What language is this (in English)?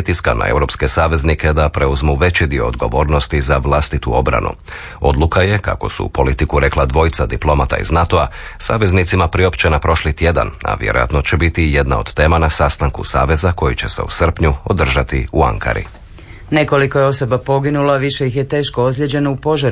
Croatian